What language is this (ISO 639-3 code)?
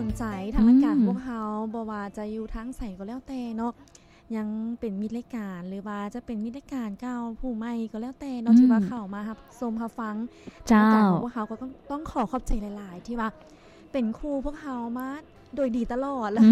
lao